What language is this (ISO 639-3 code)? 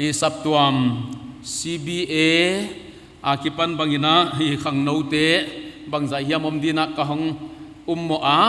pck